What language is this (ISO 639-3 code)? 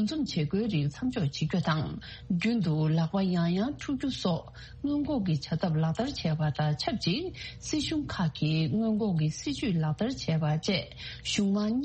bod